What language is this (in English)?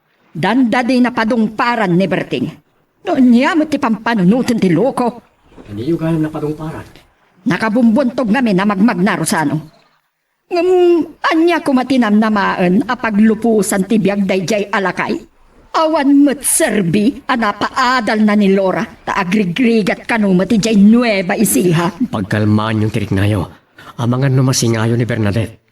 Iloko